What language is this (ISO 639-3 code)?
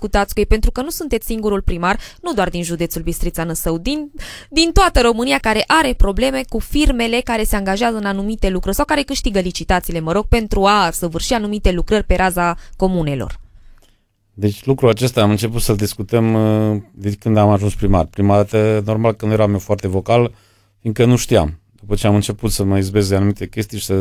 ron